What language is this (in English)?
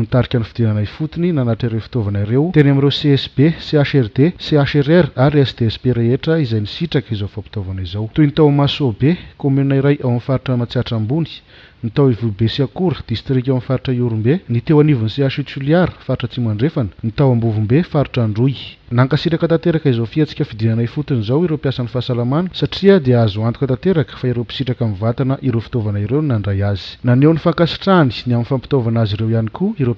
Malagasy